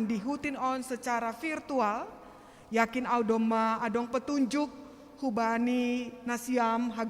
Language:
Batak Simalungun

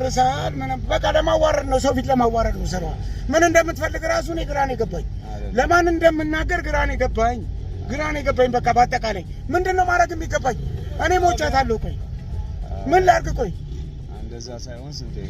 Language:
Amharic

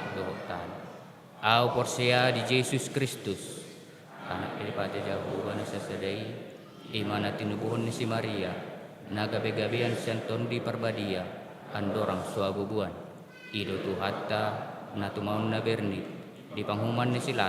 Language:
Batak Toba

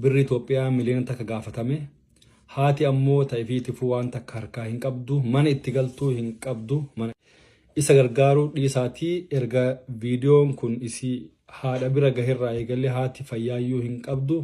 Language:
Oromo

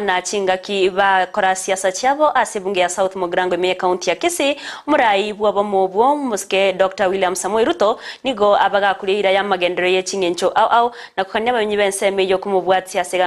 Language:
Gusii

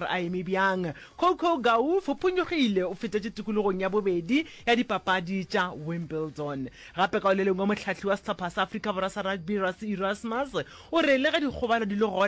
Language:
Northern Sotho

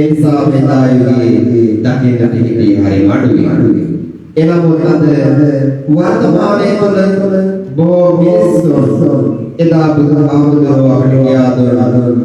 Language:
Sinhala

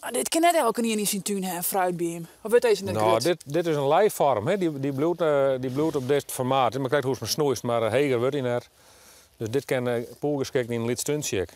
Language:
Western Frisian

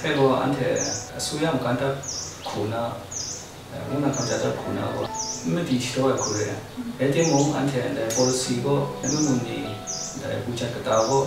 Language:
Kachin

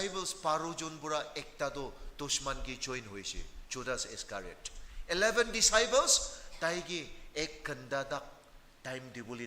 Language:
Naga Pidgin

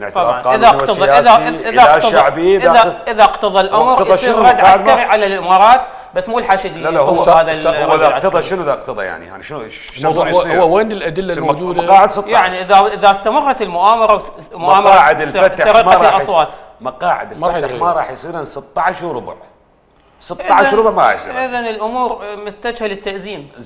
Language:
Mesopotamian Arabic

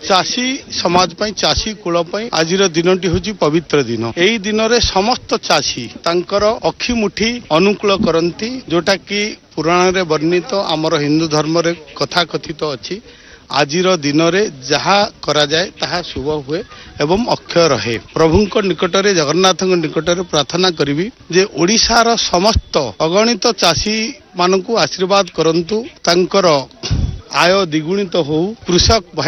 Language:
Odia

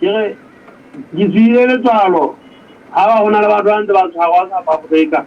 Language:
Southern Sotho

